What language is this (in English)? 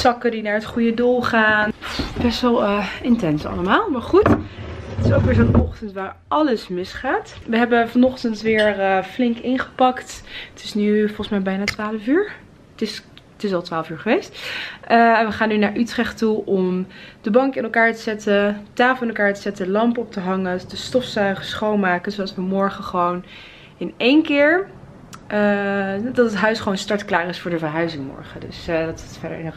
Dutch